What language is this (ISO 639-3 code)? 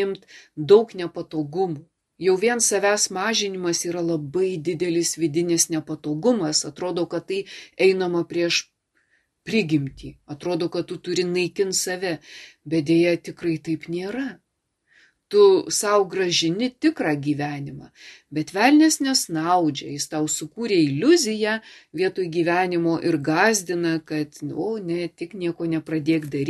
lit